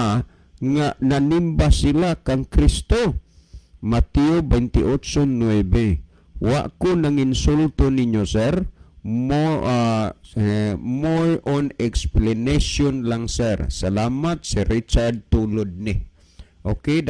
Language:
Cebuano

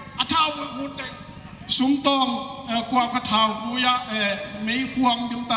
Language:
Paite Chin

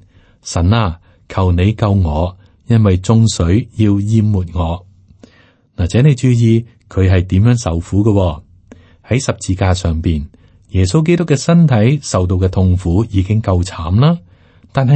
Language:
Cantonese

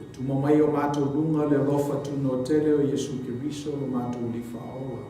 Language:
Samoan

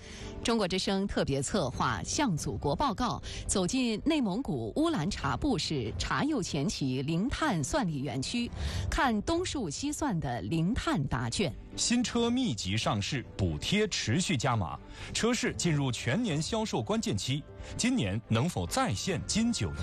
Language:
Chinese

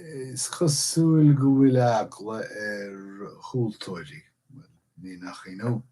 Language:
Irish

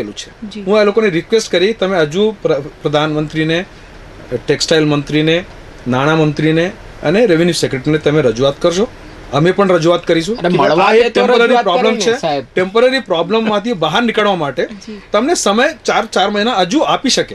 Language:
Gujarati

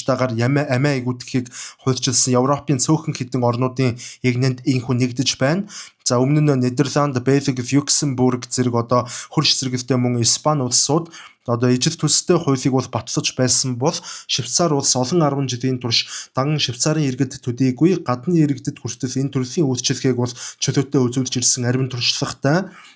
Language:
Mongolian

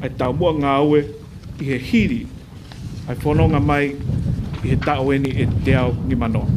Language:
Tongan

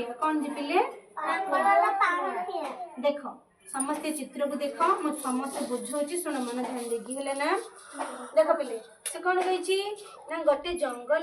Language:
Odia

